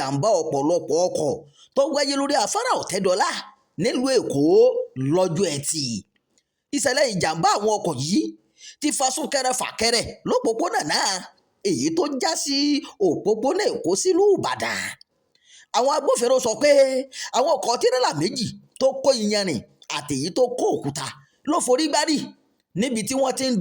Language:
Yoruba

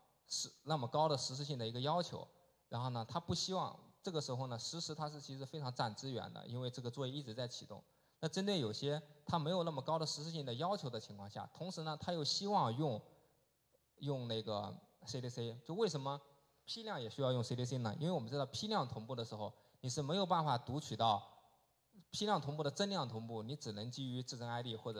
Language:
Chinese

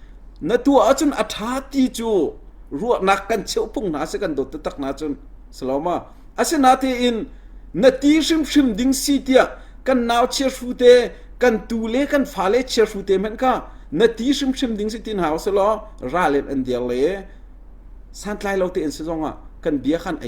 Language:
Hakha Chin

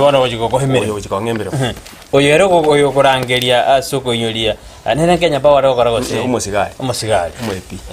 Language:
Gusii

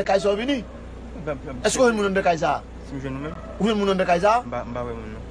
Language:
Haitian Creole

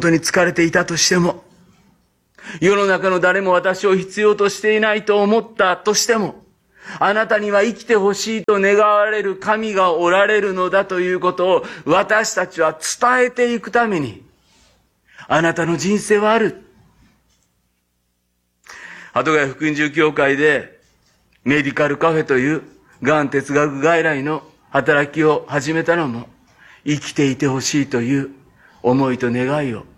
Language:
Japanese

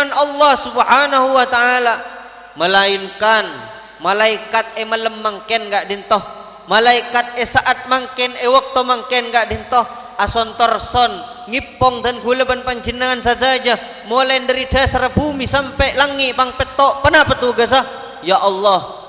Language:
Madurese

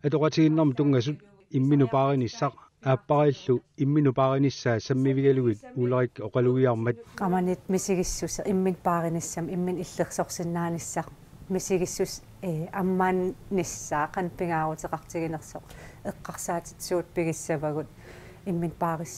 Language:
Kalaallisut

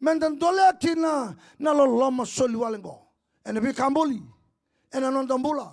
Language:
Fijian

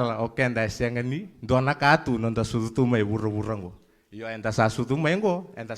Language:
Fijian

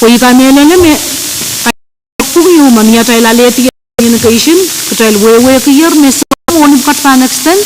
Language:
Pohnpeian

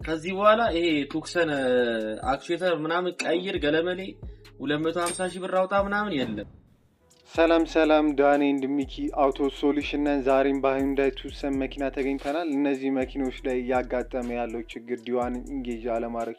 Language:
Amharic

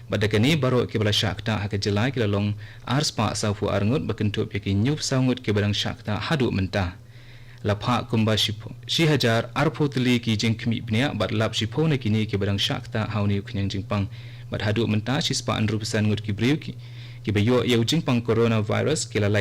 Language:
Khasi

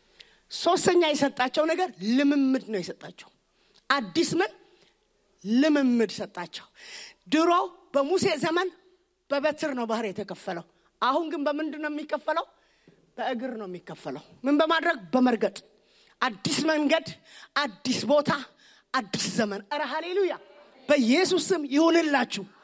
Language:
Amharic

